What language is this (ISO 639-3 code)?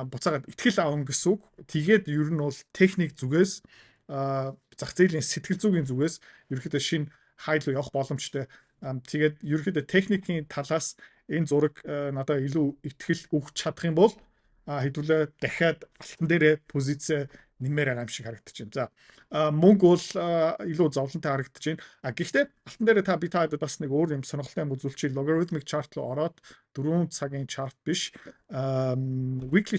mon